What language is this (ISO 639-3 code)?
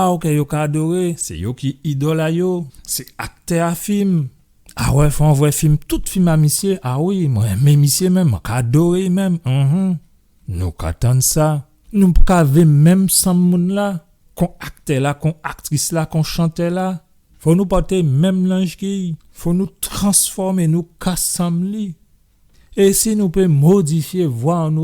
gcf